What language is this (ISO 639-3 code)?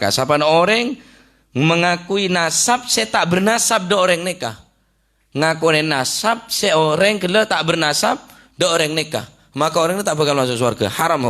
mad